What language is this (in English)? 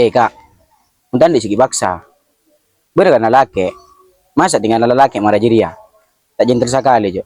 Madurese